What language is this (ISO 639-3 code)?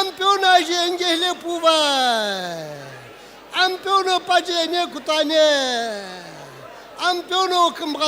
nsm